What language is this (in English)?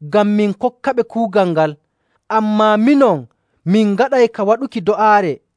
Nigerian Fulfulde